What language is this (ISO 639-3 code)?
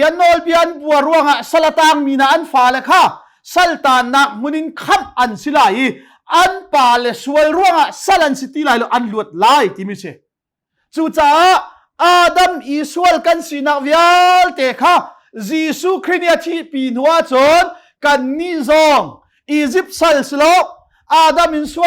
cnh